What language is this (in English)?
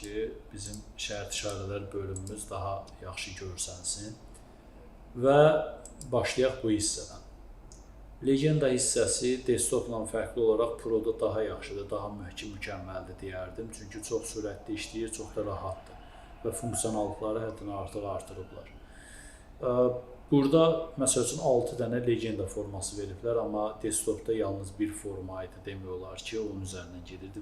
Azerbaijani